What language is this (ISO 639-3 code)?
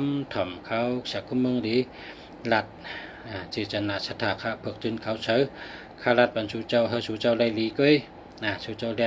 shn